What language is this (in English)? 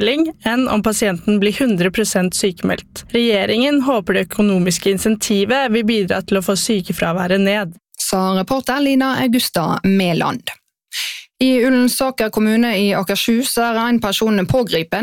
Norwegian